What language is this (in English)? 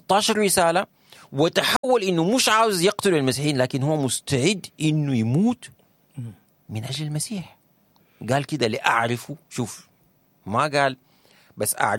Sudanese Arabic